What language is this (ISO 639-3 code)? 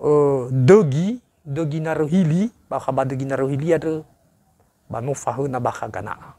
nia